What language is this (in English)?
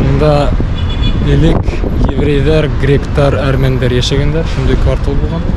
Bashkir